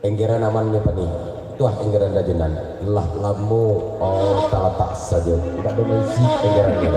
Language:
Minangkabau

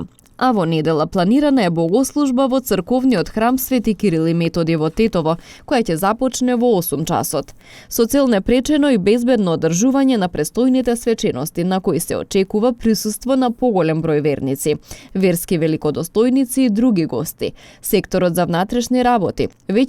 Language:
Macedonian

